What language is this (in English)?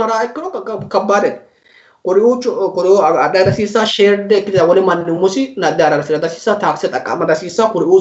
Sidamo